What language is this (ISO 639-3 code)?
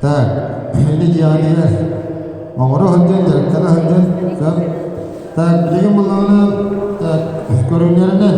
sah